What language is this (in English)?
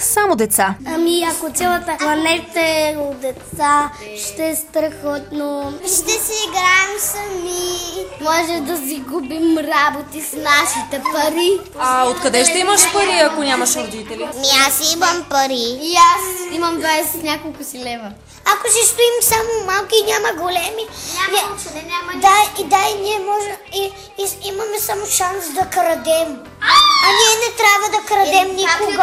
Bulgarian